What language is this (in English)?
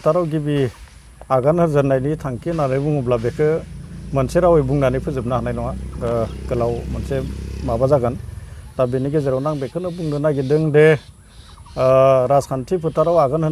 Bodo